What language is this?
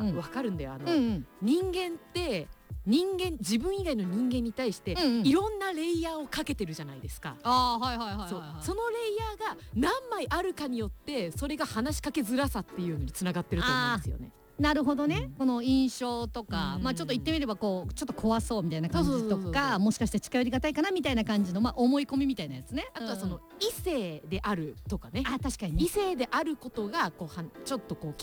Japanese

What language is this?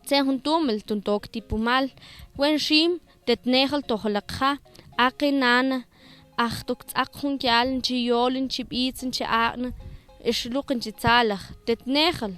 Mam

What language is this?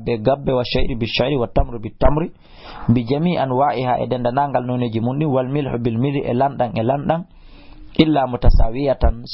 Fula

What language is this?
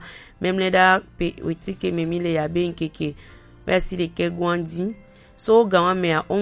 Gen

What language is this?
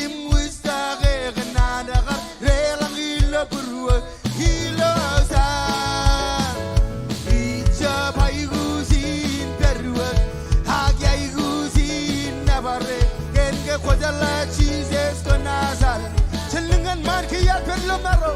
Marshallese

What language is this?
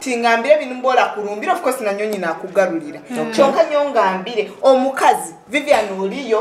Nyoro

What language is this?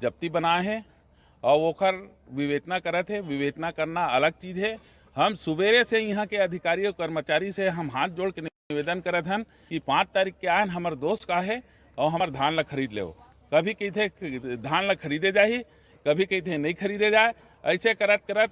Chhattisgarhi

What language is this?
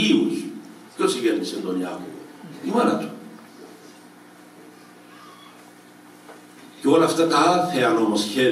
Greek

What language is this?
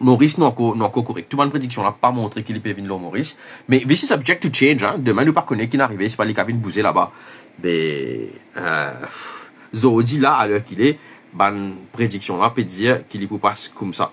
Morisyen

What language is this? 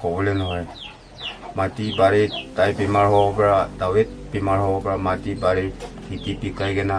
Naga Pidgin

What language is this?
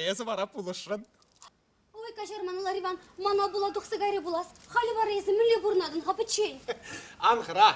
Chuvash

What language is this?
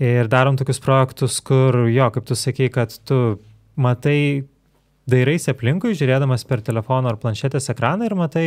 Lithuanian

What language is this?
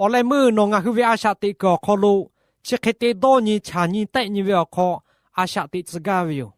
Lahu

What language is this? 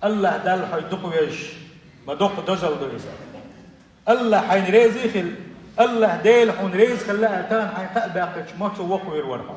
Chechen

